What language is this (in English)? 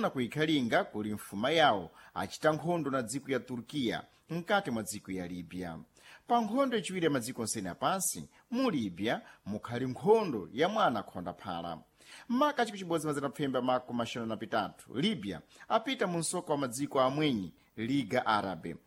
Sena